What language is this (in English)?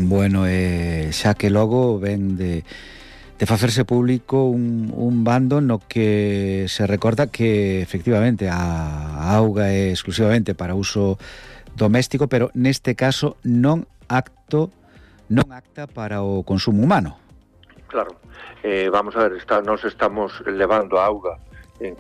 Galician